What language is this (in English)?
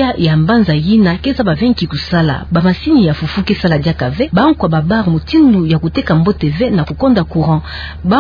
Kituba (Democratic Republic of Congo)